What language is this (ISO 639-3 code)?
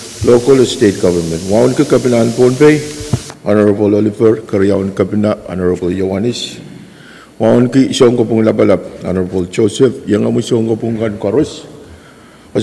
pon